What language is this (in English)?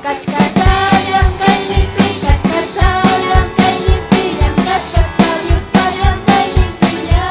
Ayacucho Quechua